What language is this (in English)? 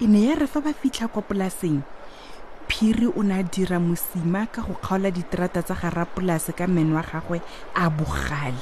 Tswana